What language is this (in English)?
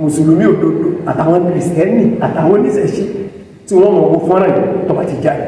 Yoruba